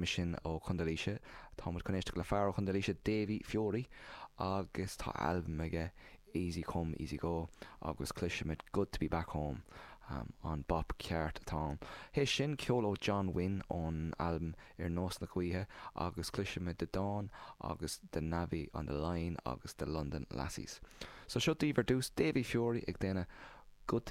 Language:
Irish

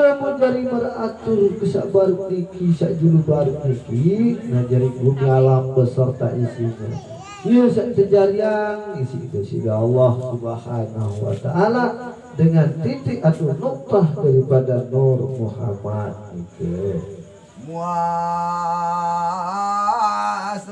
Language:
Sasak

